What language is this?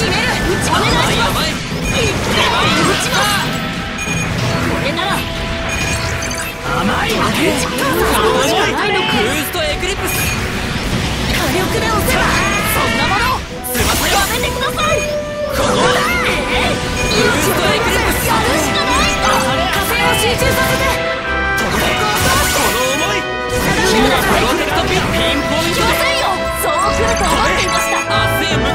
Japanese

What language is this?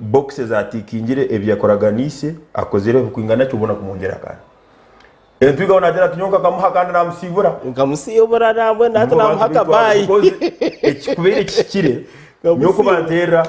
Nyankole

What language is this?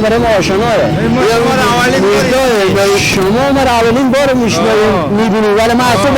Persian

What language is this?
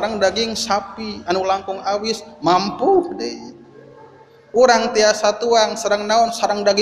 Sundanese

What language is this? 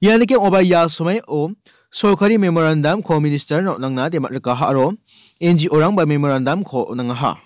Garo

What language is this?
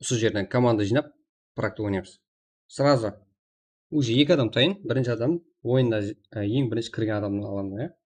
Kara-Kalpak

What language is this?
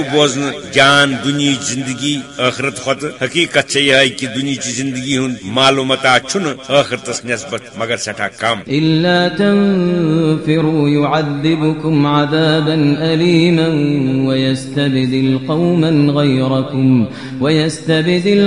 Kashmiri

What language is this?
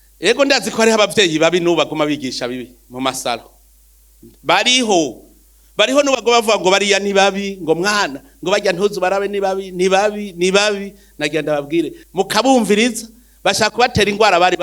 Rundi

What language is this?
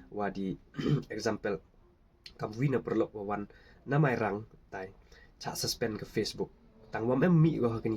Khasi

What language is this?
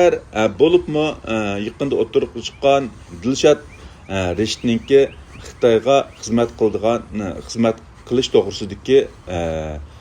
Uyghur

